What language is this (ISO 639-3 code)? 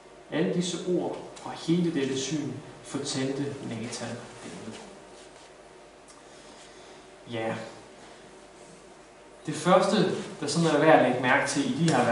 dan